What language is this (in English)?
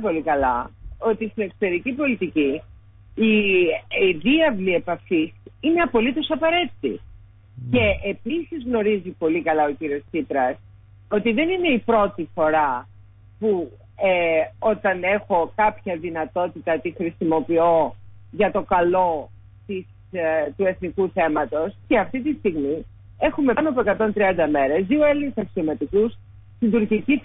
Greek